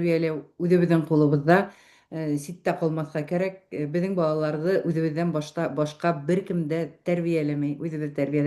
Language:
Bashkir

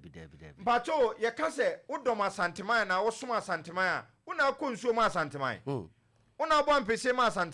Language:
Akan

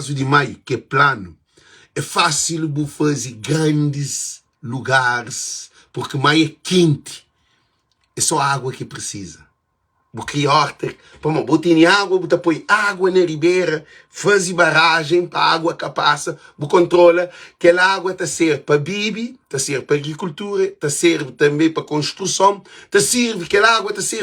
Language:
Kabuverdianu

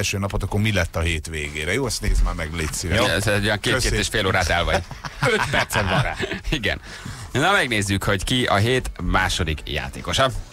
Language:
Hungarian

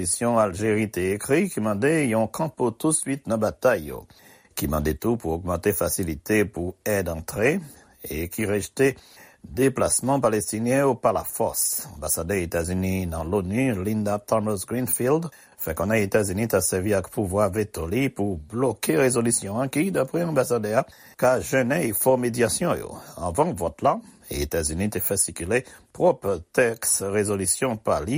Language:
Haitian Creole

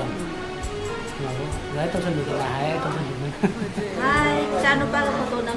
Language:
Manipuri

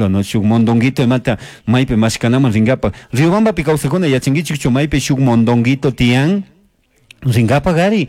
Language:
Chimborazo Highland Quichua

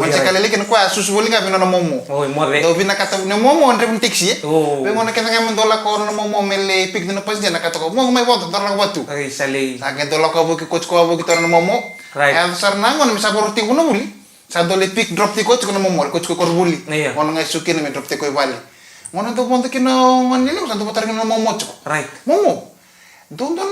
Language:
Fijian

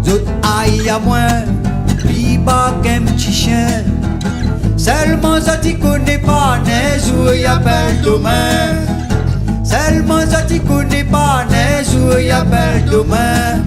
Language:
Réunion Creole French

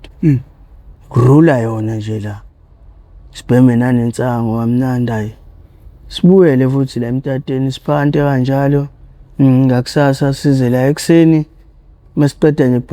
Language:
Zulu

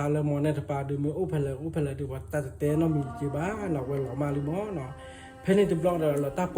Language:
S'gaw Karen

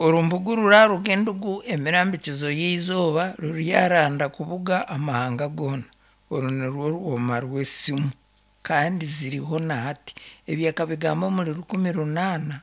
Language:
Nyankole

